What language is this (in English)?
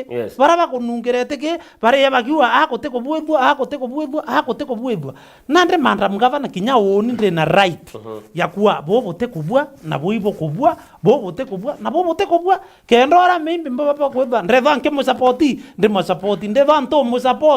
Meru